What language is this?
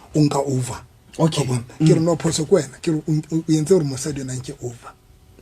Southern Sotho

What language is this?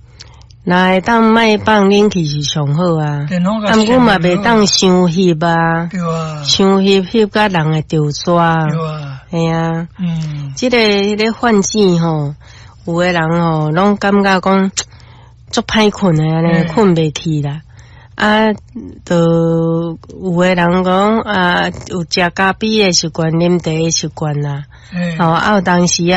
Min Nan Chinese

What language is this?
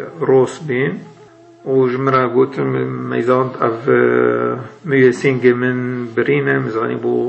Kurdish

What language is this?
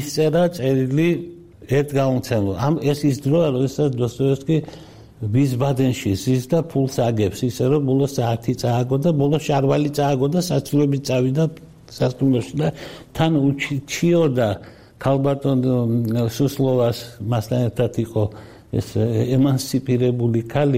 Georgian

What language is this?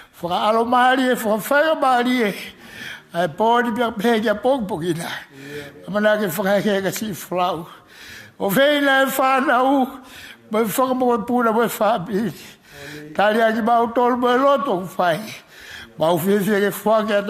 Tongan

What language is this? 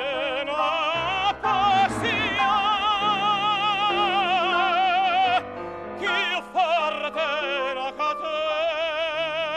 Italian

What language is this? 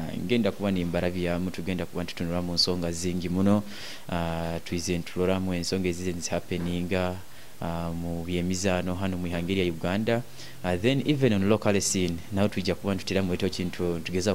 Nyoro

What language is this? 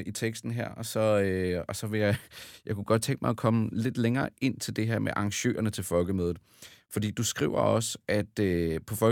Danish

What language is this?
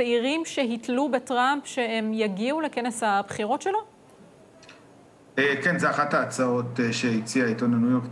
Hebrew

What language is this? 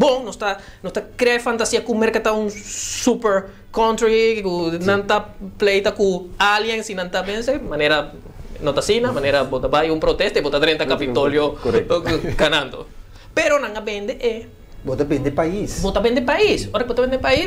Papiamento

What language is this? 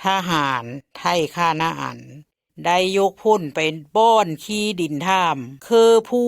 Lao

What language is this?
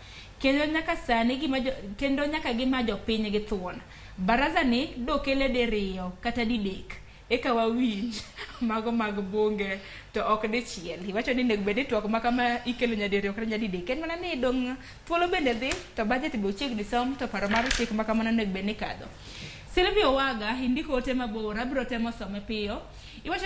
Luo (Kenya and Tanzania)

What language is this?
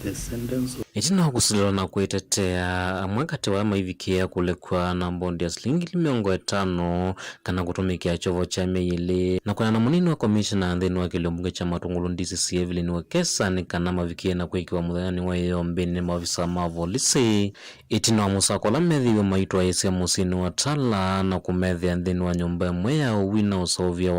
Kamba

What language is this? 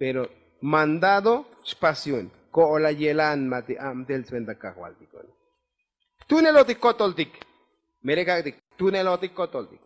Tzotzil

